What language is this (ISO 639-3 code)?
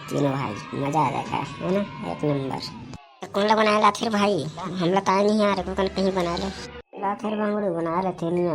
hne